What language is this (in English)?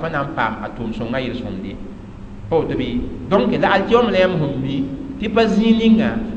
Mossi